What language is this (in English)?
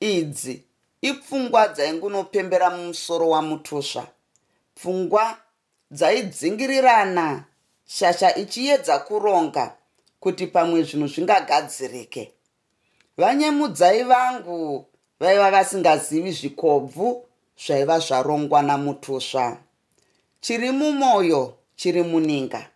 Shona